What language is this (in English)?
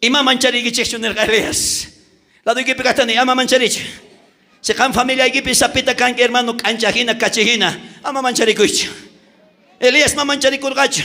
South Bolivian Quechua